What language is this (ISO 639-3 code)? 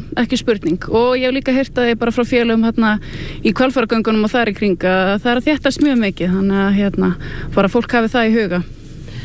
isl